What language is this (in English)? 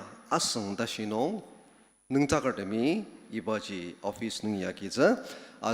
Ao Naga